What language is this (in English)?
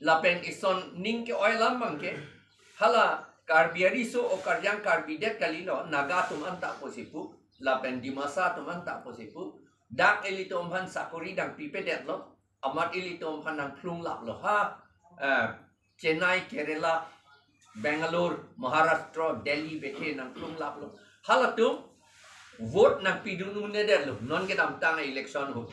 Karbi